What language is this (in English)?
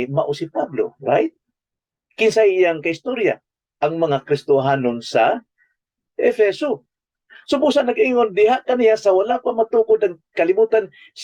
Cebuano